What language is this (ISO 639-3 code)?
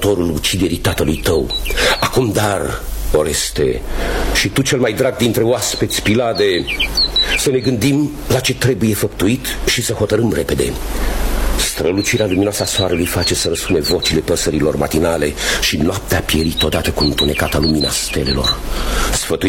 ron